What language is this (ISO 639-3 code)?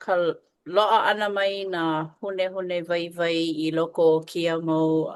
haw